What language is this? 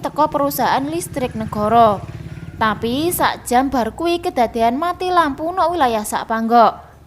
Javanese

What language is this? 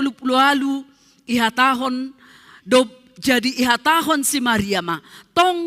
Batak Simalungun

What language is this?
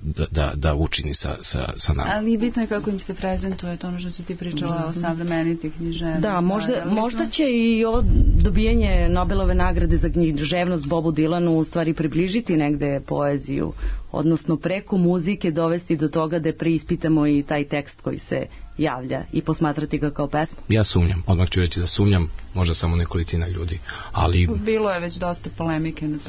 Serbian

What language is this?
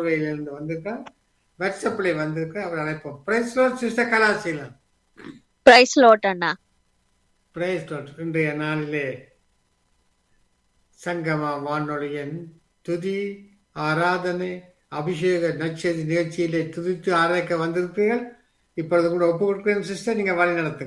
Tamil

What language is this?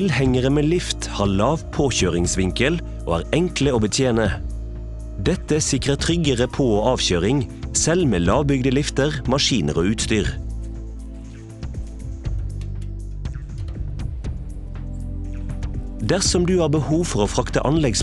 Norwegian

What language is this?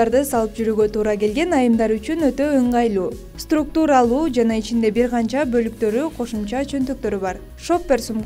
Kyrgyz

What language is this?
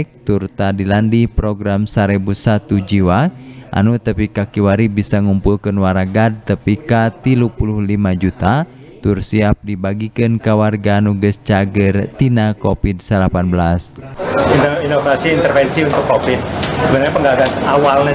Sundanese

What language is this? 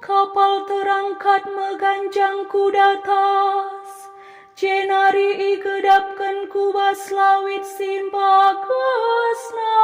Batak Karo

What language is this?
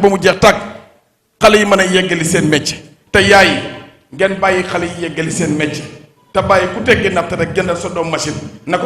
Wolof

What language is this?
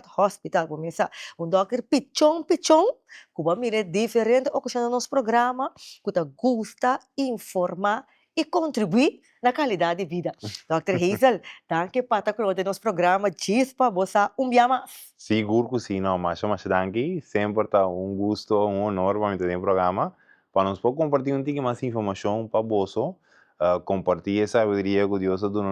Papiamento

